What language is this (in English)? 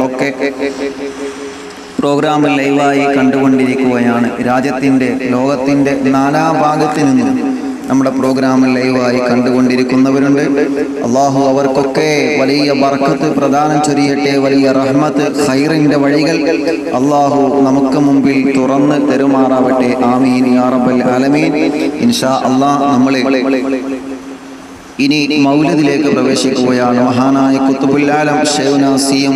Malayalam